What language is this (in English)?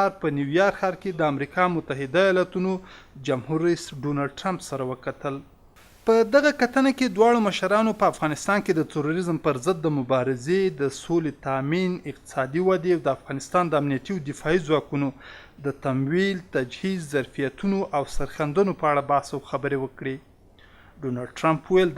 Pashto